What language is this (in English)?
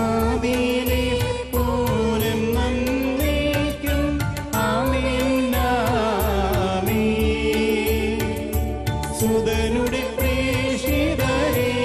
Malayalam